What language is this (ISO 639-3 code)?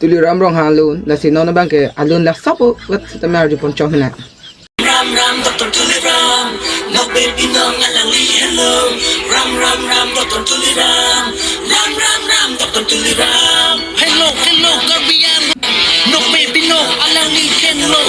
mjw